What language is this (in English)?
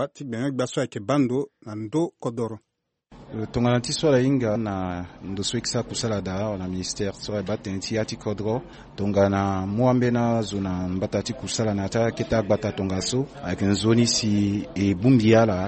Sango